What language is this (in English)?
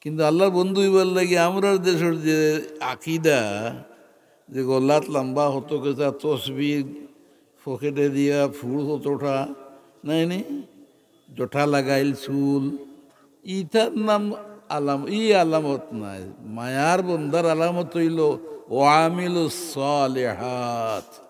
Sylheti